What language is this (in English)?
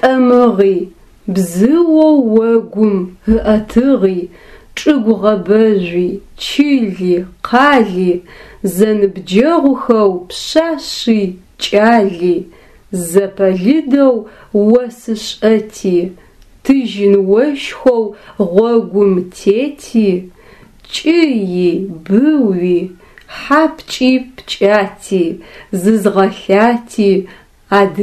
Adyghe